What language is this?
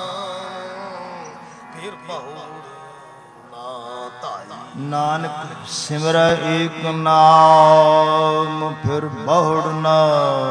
Punjabi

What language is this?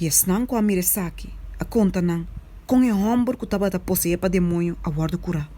Papiamento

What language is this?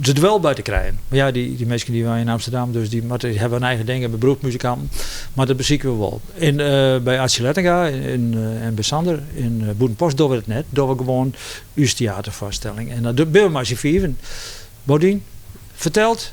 Western Frisian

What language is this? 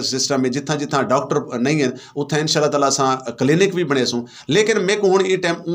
Saraiki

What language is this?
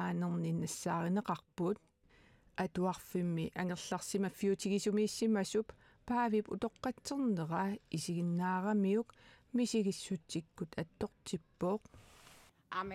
Kalaallisut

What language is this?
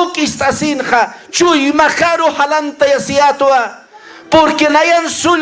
Aymara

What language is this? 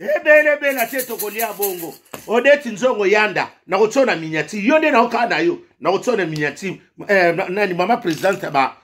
Lingala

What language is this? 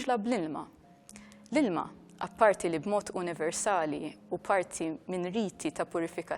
Maltese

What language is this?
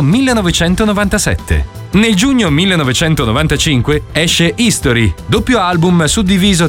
Italian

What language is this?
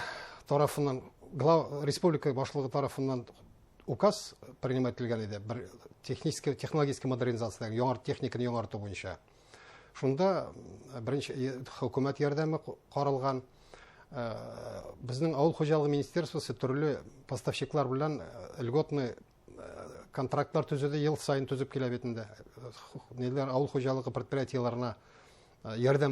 Bashkir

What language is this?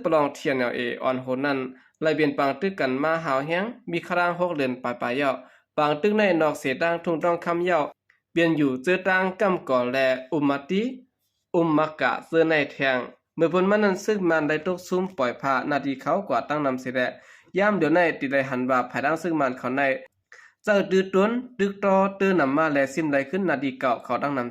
Shan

